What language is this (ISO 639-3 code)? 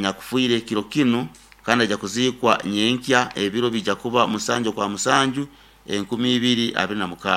nyo